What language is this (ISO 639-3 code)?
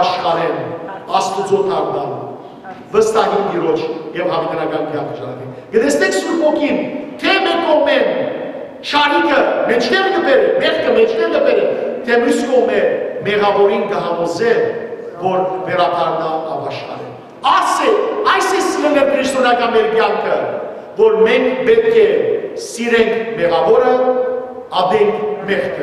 hyw